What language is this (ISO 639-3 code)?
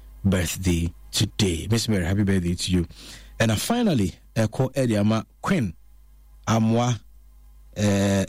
aka